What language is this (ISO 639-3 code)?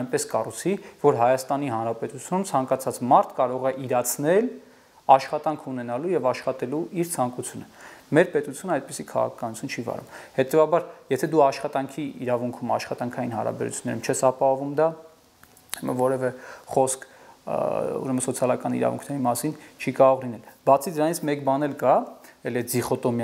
hye